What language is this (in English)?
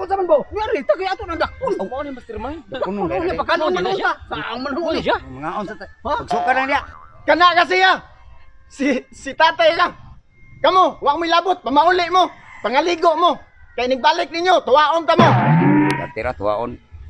Cebuano